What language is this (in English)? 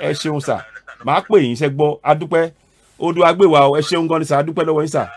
Yoruba